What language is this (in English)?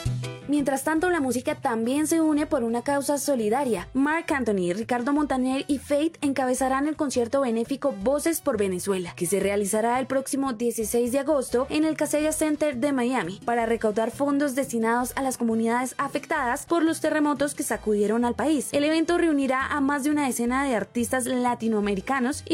Spanish